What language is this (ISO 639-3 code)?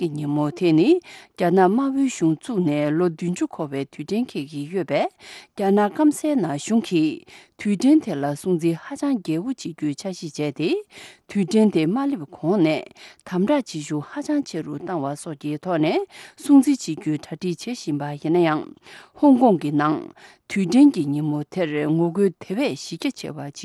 bod